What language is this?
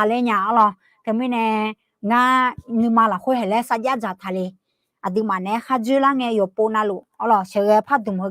Akha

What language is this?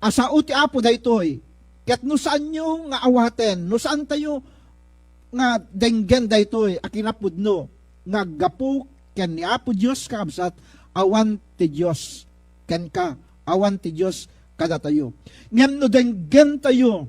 Iloko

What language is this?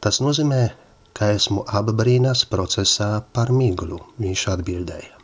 Latvian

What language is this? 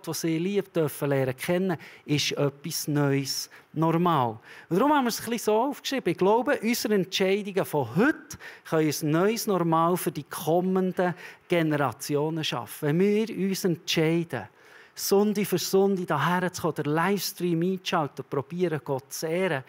Swiss German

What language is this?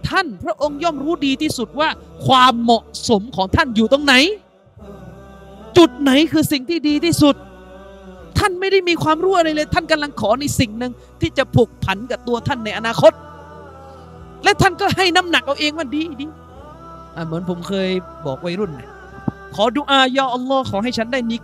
Thai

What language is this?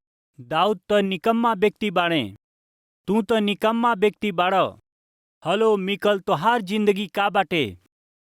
Bhojpuri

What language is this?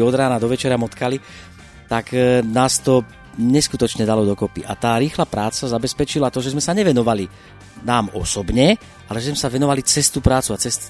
Slovak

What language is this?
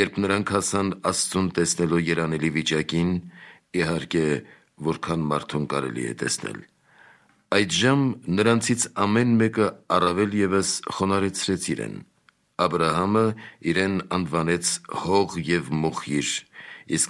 Armenian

